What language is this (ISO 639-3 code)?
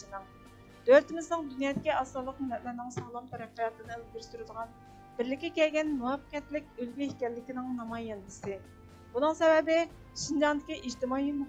uig